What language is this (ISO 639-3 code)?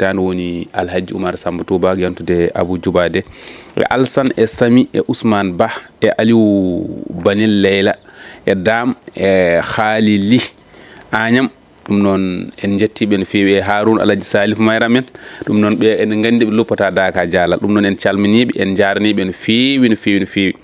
ful